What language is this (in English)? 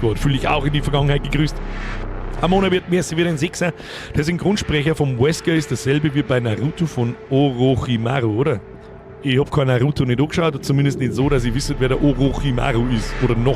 Bavarian